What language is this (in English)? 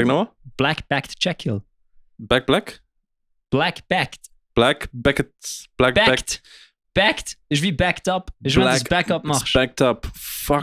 Swiss German